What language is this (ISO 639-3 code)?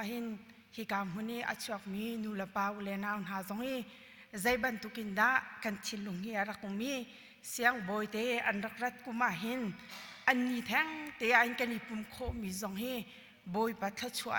cnh